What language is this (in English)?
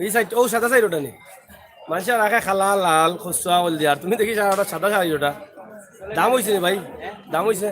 Sylheti